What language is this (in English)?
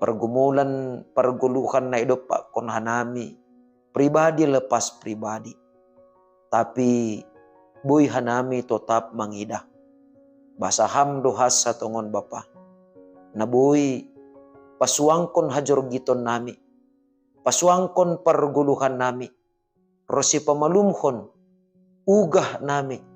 Batak Simalungun